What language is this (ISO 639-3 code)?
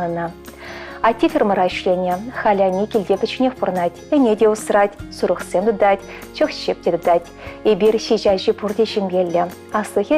chv